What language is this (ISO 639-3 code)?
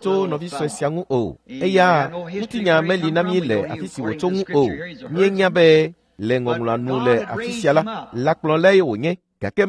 ewe